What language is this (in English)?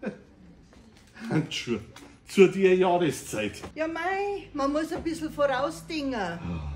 Bavarian